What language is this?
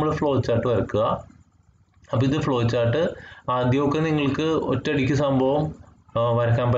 Malayalam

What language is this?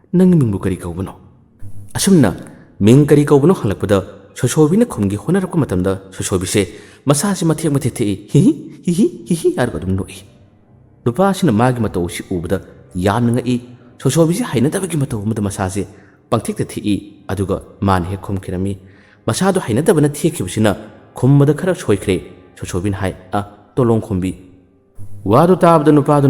Manipuri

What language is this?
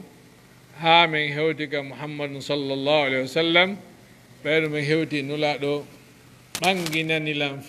Fula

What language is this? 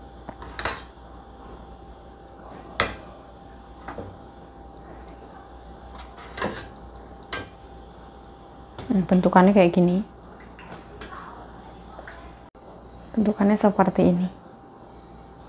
Indonesian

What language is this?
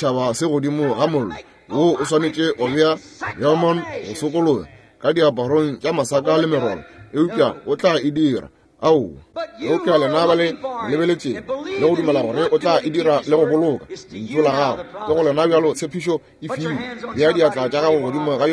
Northern Sotho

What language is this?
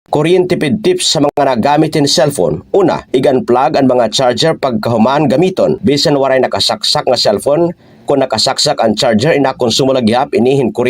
Waray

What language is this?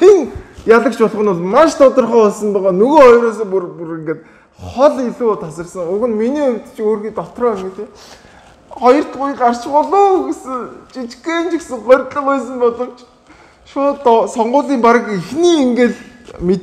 Mongolian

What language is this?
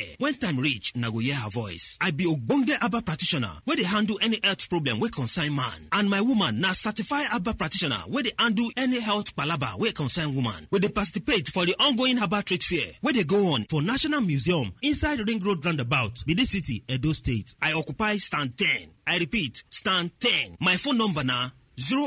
Nigerian Pidgin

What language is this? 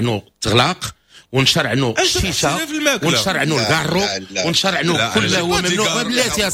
Moroccan Arabic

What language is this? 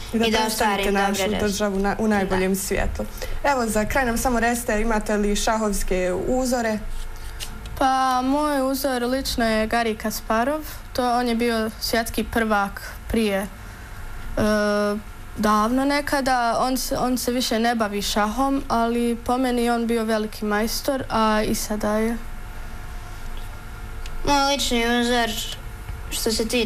Bosnian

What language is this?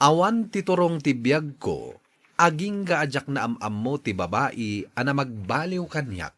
Iloko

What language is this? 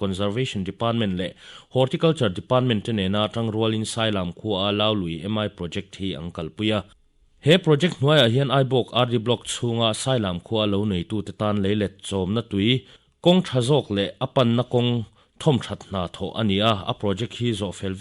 Mizo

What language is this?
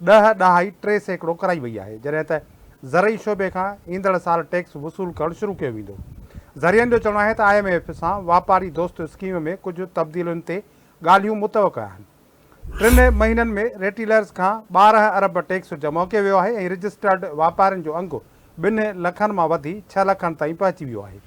Sindhi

